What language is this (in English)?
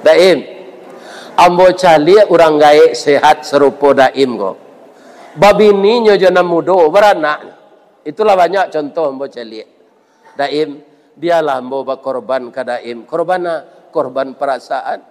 Minangkabau